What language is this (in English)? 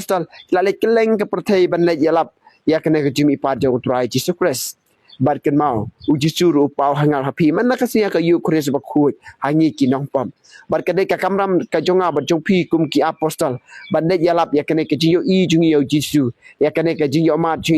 Khasi